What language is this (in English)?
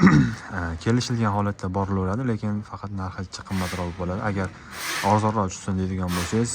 Uzbek